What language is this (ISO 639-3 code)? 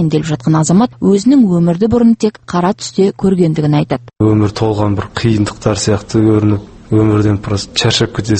kaz